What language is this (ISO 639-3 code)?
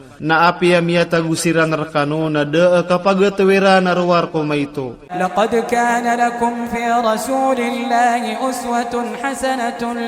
mrw